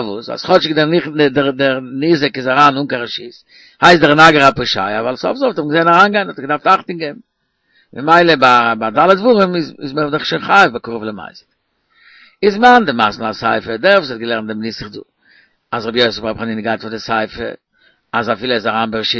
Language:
Yiddish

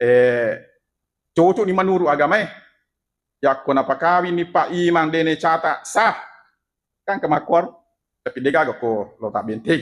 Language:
Buginese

